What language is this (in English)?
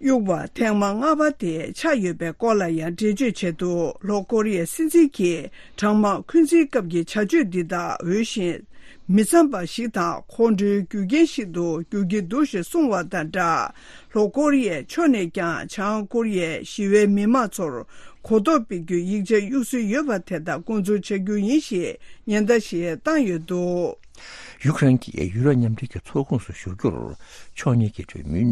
Tibetan